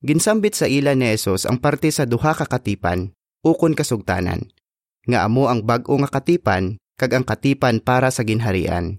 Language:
Hiligaynon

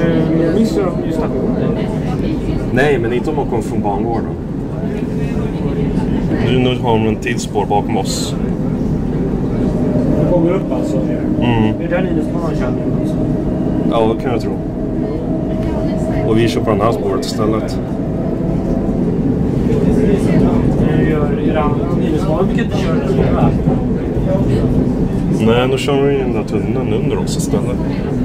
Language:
Swedish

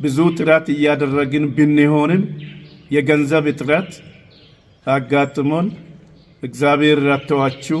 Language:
Amharic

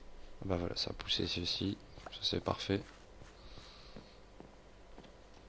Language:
French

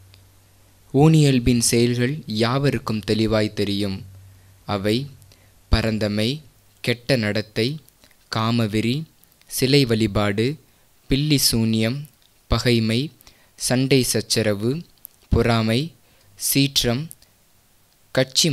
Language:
Tamil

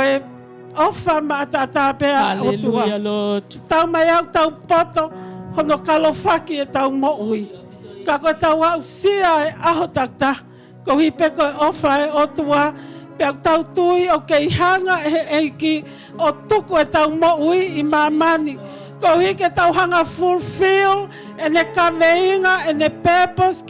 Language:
Tongan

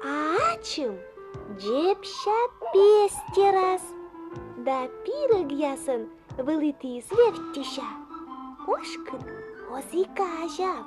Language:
Komi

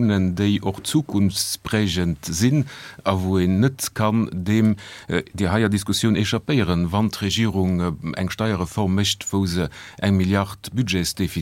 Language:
Luxembourgish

